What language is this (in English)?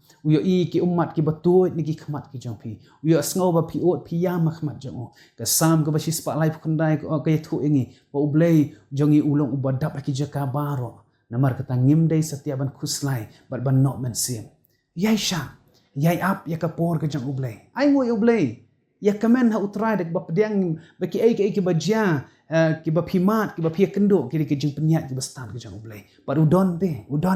Khasi